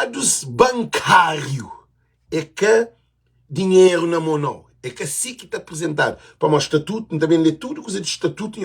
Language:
Kabuverdianu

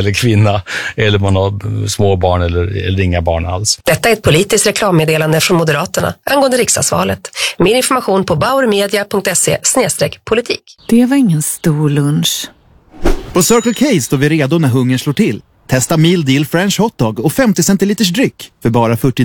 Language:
Swedish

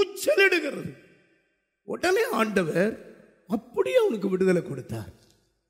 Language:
Tamil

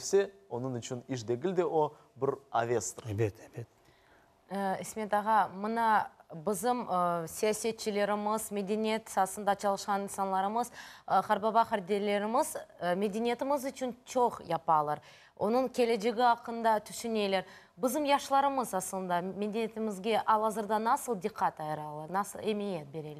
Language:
Crimean Tatar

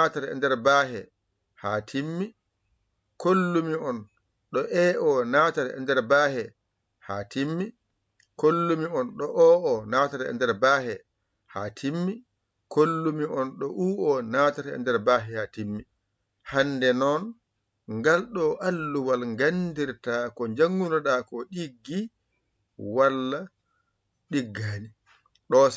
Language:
Fula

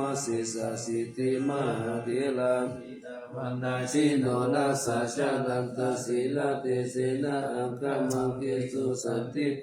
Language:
Pali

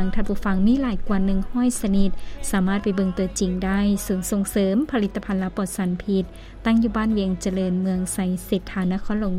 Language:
Lao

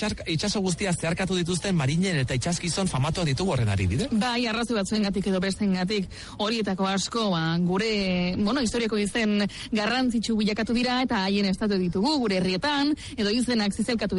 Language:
Basque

